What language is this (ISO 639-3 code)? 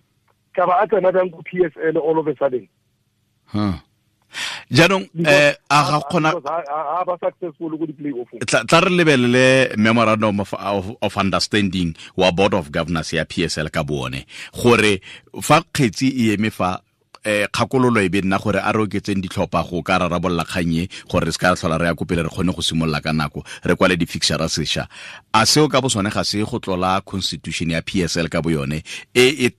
tsn